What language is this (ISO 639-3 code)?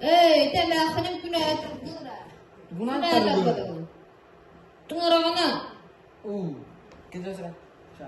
sah